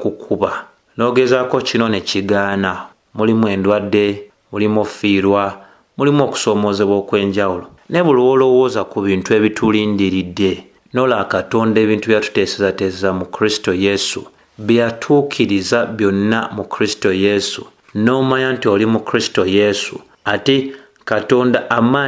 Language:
Ganda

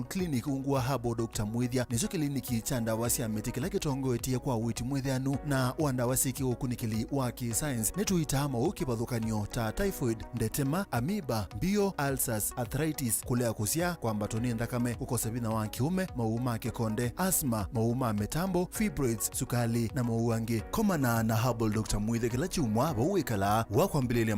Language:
Kamba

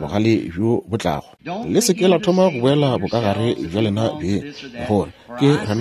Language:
Northern Sotho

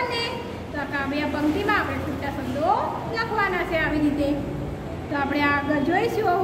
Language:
Gujarati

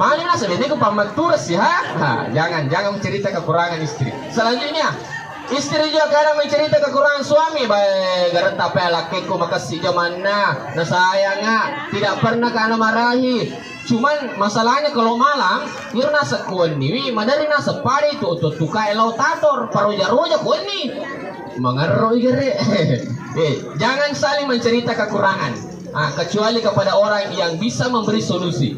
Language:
Buginese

